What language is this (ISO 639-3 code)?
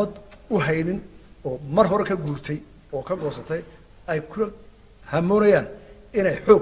som